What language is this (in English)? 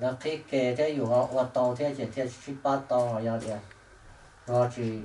Hmong